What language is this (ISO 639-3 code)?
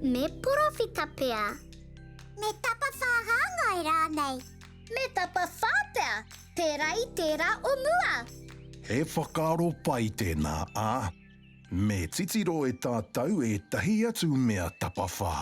mri